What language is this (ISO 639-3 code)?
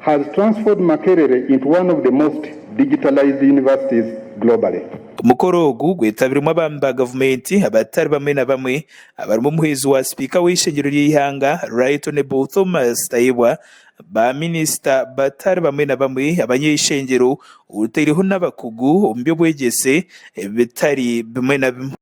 nyn